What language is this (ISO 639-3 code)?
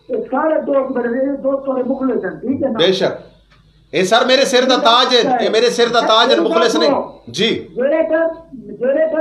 skr